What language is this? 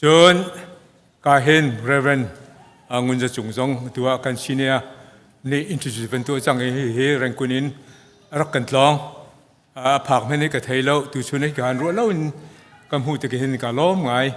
Hakha Chin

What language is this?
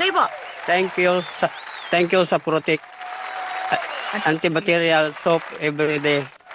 Filipino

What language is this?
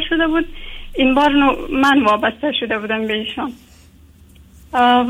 Persian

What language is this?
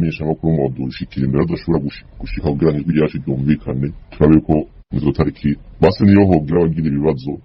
Rundi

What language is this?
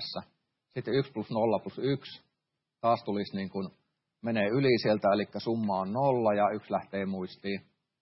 Finnish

